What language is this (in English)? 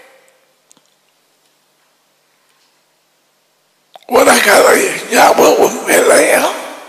Tamil